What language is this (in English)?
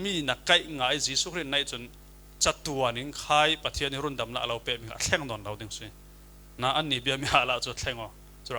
Falam Chin